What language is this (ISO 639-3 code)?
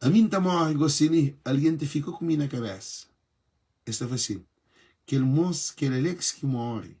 kea